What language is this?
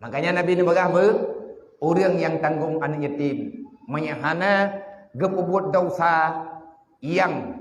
Achinese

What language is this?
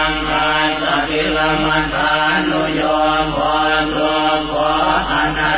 Pali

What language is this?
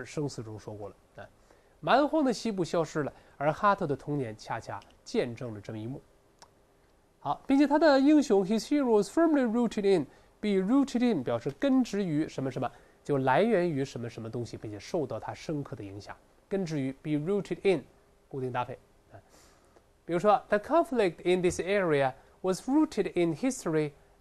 Chinese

